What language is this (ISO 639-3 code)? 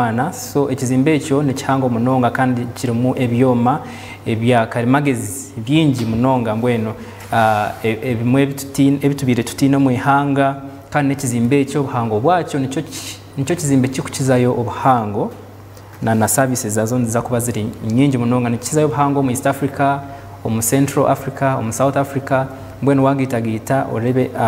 nyn